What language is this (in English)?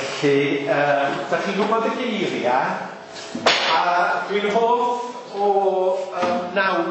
Welsh